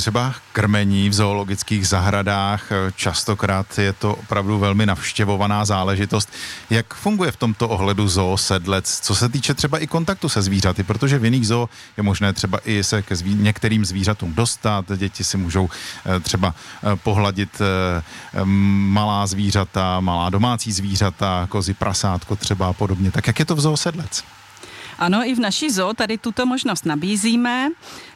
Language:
Czech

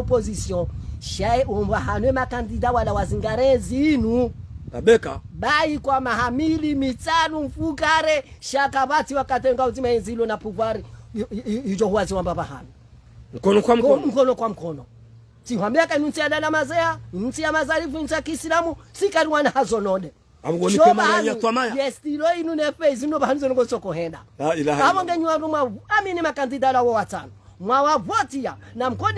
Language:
Ngazidja Comorian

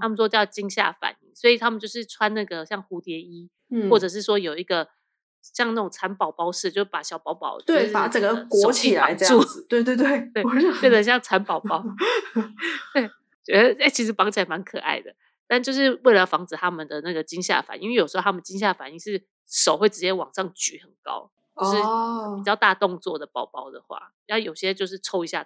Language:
Chinese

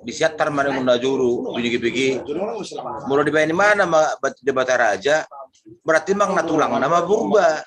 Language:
Batak Toba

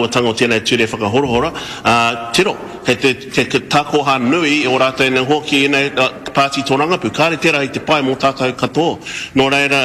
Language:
Māori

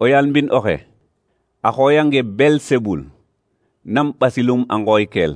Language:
Serer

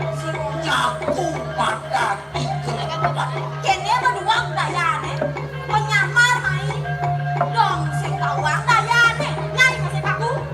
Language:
Balinese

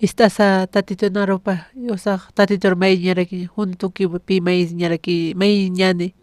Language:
Aymara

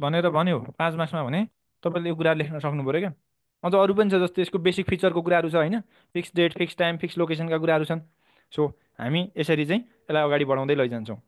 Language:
Nepali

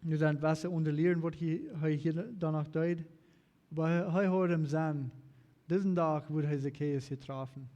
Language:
Plautdietsch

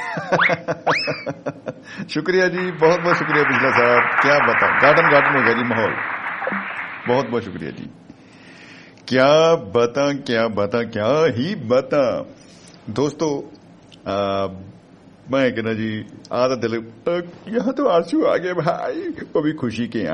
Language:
Punjabi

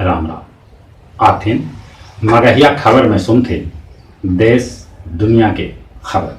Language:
Magahi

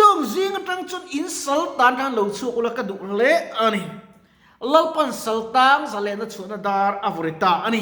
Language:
Mizo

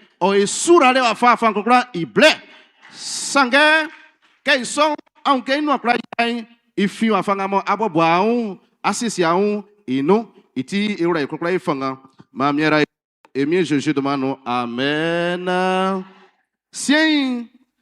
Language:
Baoulé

